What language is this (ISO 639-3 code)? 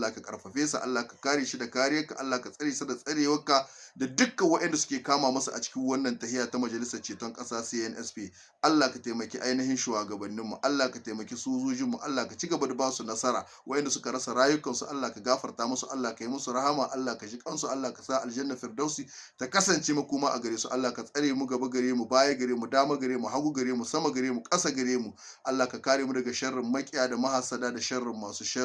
hau